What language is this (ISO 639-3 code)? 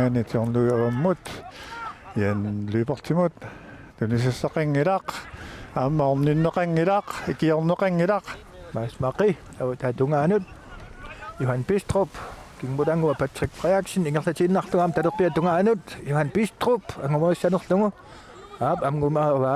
kal